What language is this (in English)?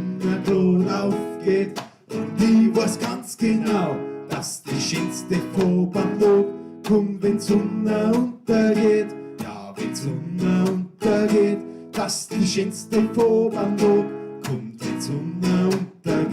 Bavarian